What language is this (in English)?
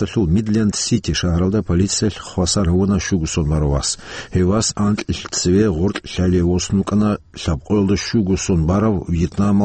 Avaric